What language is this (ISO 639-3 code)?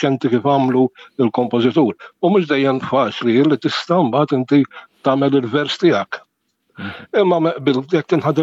mlt